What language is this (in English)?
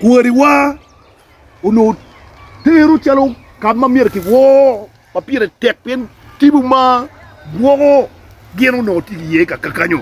Acoli